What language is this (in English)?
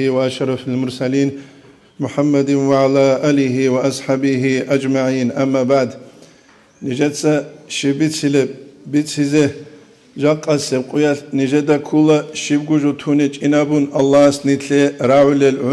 Avaric